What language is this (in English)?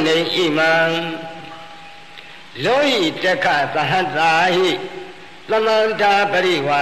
Burmese